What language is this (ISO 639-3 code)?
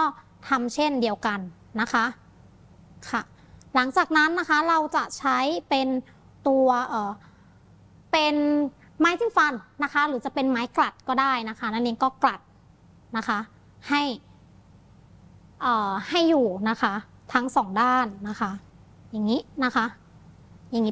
tha